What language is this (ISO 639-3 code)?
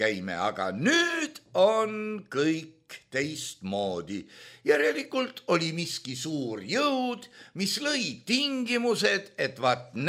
est